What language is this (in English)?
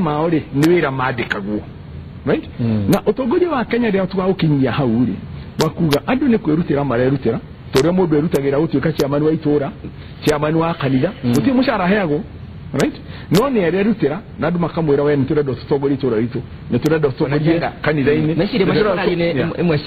Kikuyu